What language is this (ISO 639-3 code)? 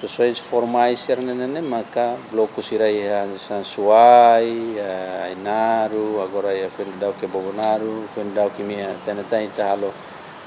tet